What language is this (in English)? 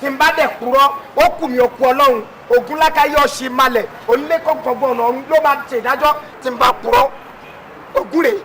Yoruba